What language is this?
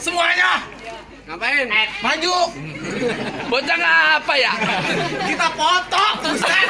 Betawi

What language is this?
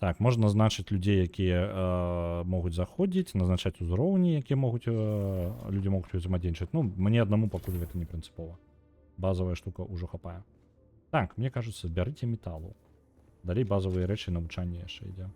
Belarusian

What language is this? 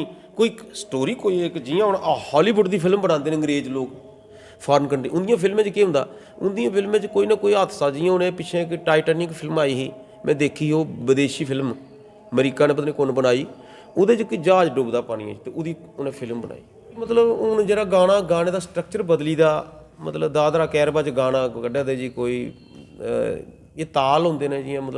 Dogri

